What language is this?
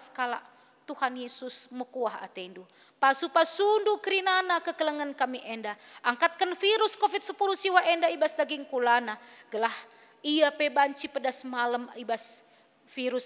Batak Karo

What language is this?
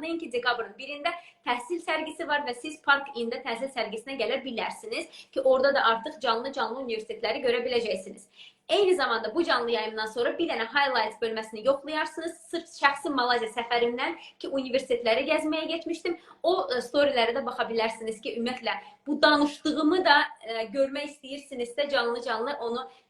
Azerbaijani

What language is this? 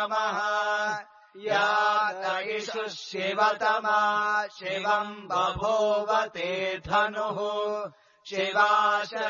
Sanskrit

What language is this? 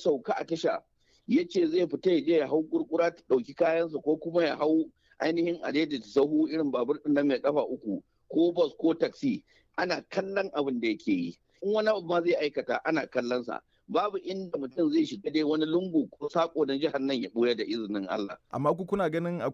Hausa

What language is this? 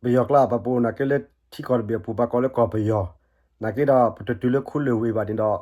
S'gaw Karen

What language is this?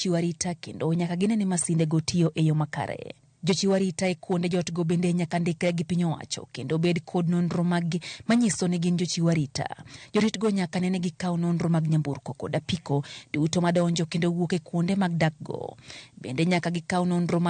Luo (Kenya and Tanzania)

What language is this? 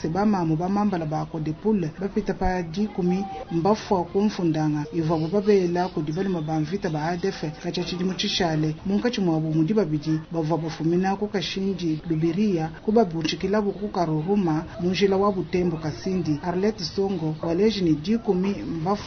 Luba-Lulua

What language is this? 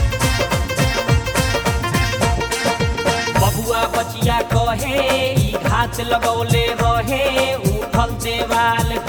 Bhojpuri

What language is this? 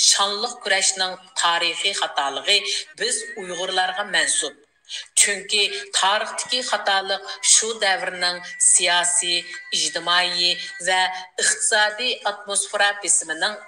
Uyghur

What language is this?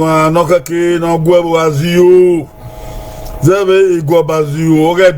Bini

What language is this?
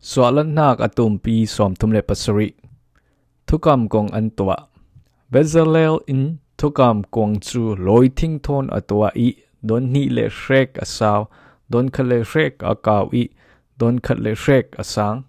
Falam Chin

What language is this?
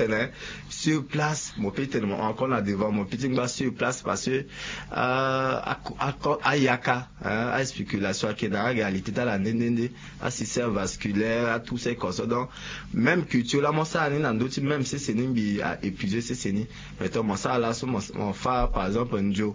Sango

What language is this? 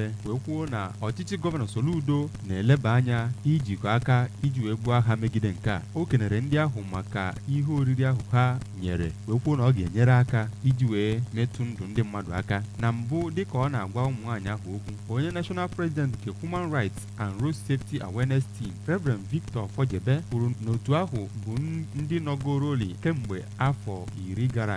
Igbo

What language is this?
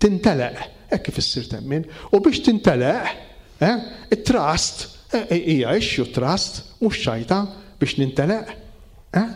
Maltese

